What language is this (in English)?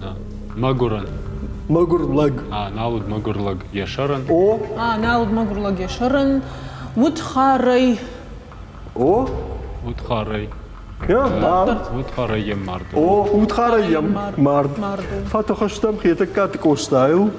Ossetic